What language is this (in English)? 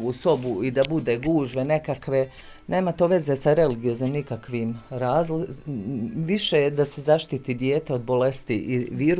Bosnian